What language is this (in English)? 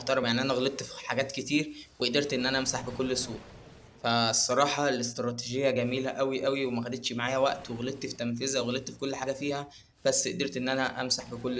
Egyptian Arabic